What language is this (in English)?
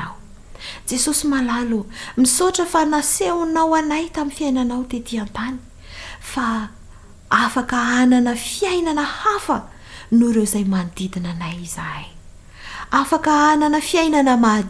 Malagasy